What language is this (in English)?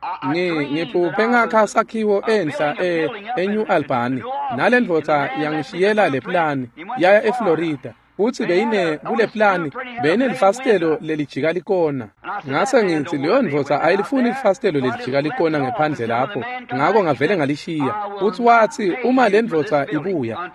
Swati